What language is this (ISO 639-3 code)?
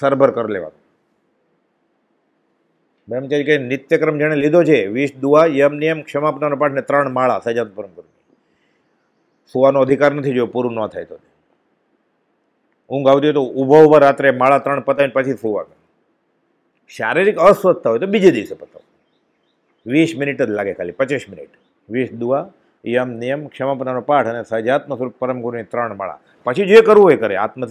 guj